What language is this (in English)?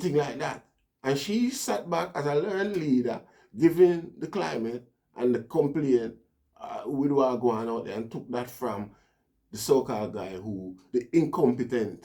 Jamaican Creole English